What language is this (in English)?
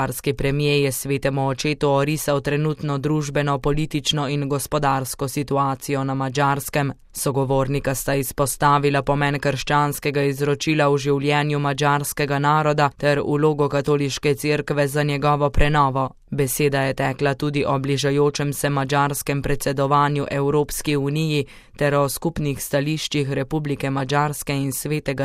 Slovenian